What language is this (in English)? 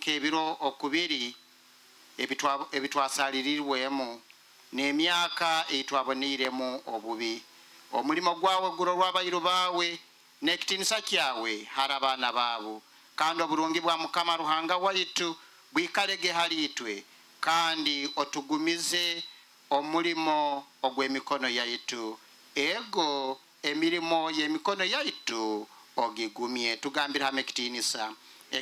Nyoro